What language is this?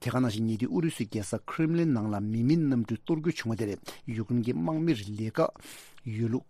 Tibetan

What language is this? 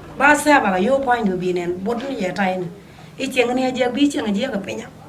Nuer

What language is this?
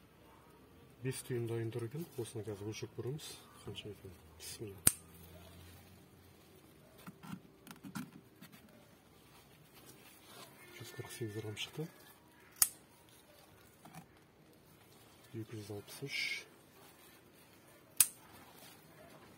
Kazakh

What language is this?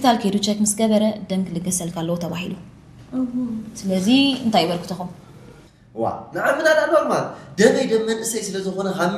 Tigrinya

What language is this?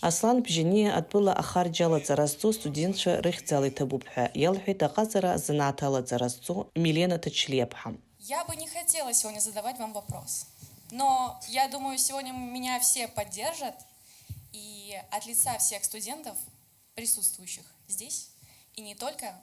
Abkhazian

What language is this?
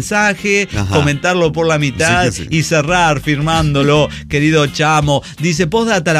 Spanish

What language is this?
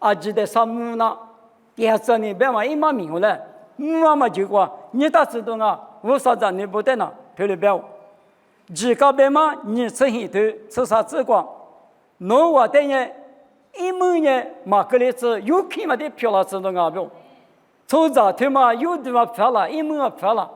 Lisu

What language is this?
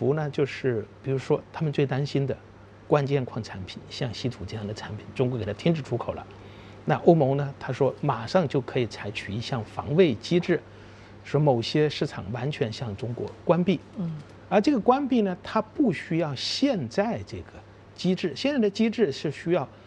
Chinese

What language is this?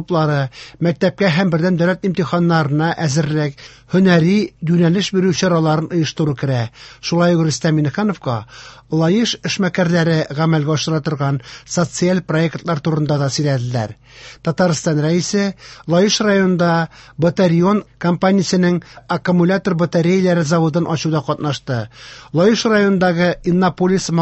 Tatar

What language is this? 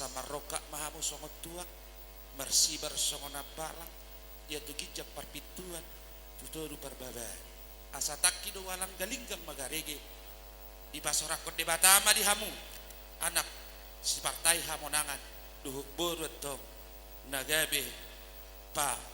Batak Toba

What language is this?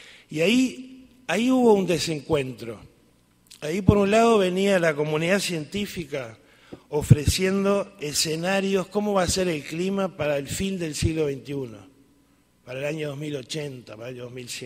Spanish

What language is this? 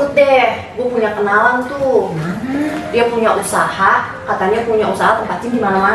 Betawi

